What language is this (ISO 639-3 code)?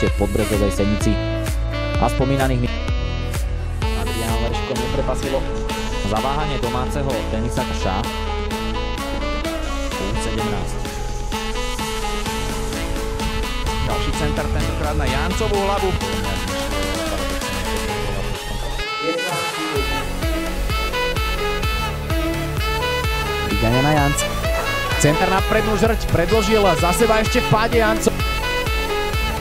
slk